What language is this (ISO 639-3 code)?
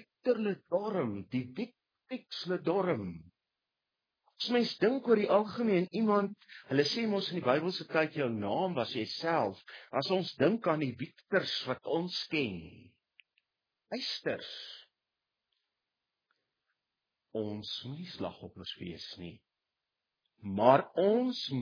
afr